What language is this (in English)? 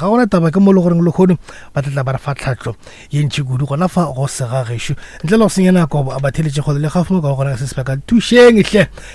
Northern Sotho